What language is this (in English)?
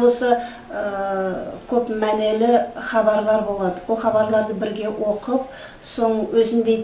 Nogai